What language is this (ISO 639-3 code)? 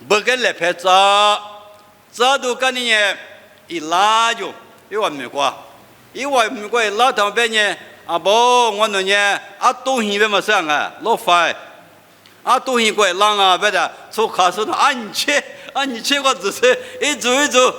lis